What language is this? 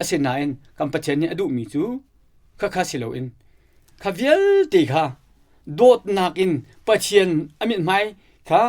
Hakha Chin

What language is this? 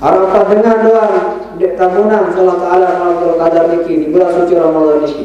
Sasak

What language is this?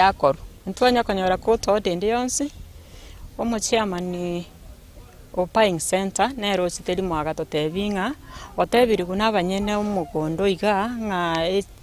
Gusii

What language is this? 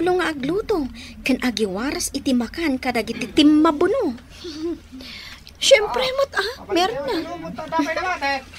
Iloko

